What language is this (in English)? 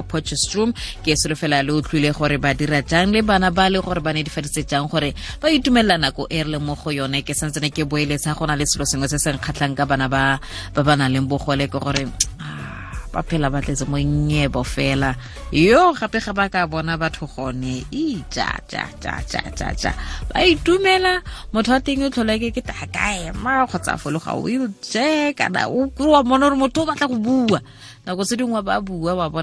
Tswana